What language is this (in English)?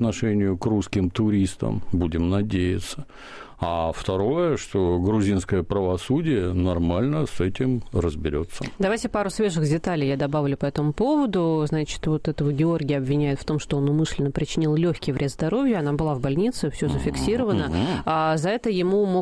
Russian